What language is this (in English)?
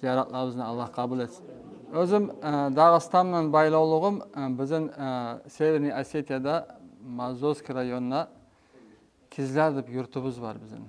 Kumyk